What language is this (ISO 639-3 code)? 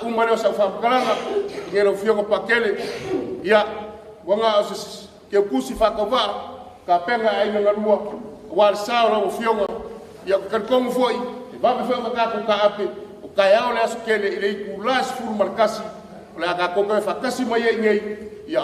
smo